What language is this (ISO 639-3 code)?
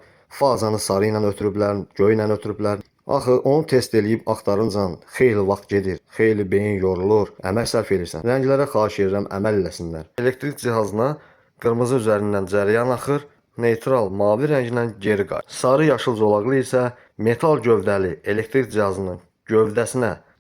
aze